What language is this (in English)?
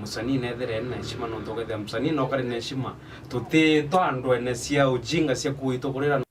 Meru